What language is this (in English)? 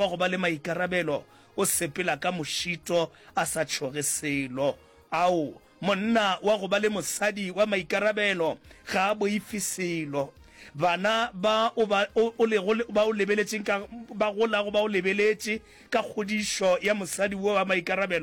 Northern Sotho